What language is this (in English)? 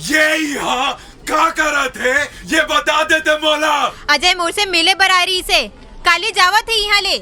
Chhattisgarhi